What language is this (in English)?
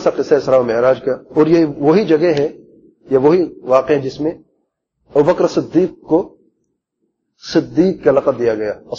Urdu